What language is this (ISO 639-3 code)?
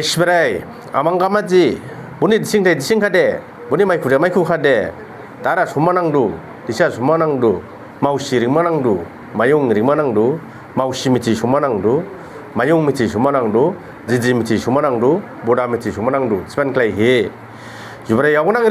dis